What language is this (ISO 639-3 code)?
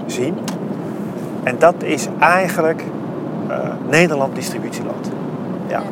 nld